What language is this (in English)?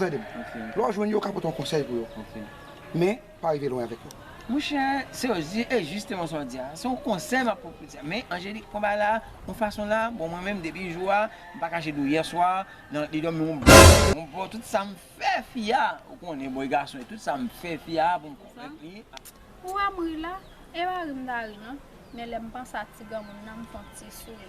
Haitian Creole